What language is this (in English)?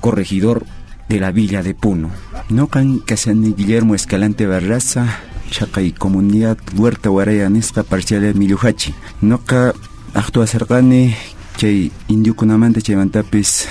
South Bolivian Quechua